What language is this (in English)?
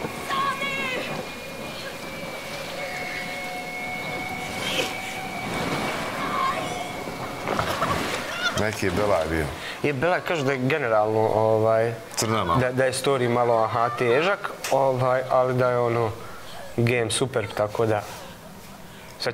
Bosnian